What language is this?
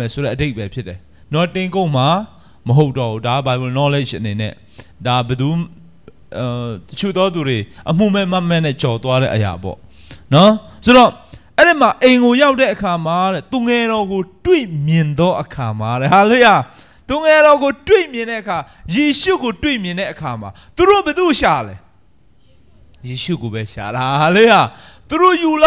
Burmese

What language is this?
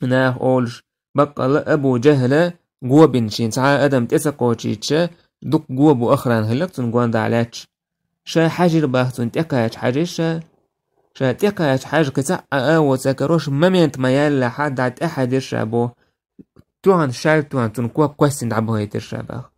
Chechen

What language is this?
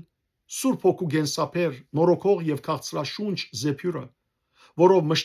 Western Armenian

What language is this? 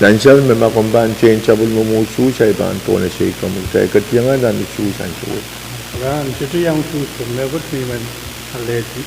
Pohnpeian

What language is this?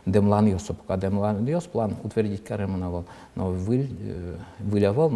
Udmurt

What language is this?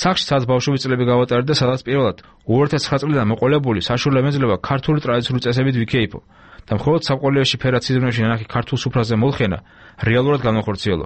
Georgian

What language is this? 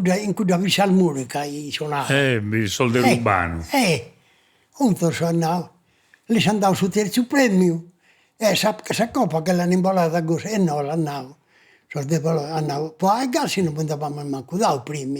Sardinian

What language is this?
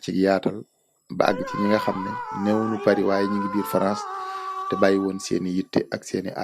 Wolof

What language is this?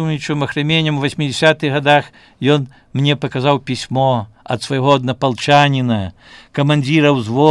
Belarusian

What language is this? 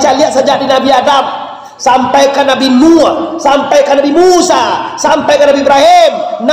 Minangkabau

